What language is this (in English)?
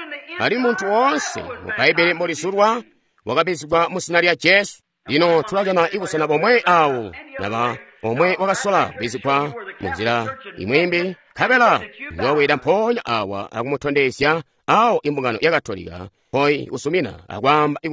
Tonga (Zambia)